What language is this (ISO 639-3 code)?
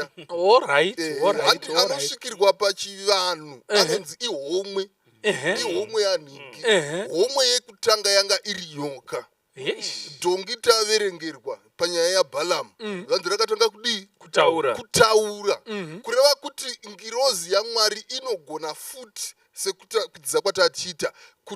sna